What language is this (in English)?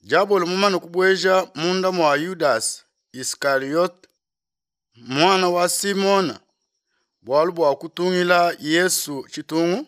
Luba-Lulua